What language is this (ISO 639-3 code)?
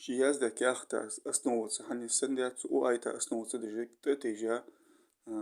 inh